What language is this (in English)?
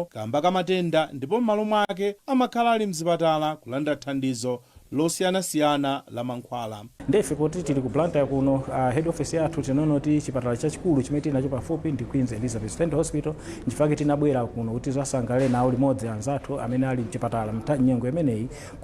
Nyanja